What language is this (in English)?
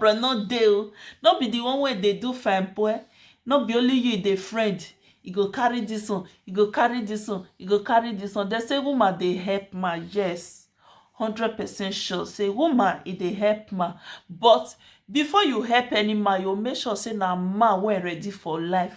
Nigerian Pidgin